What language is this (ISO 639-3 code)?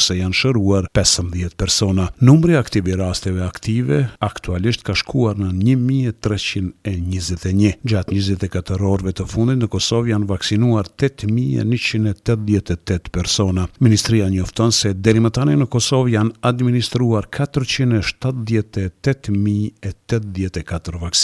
sqi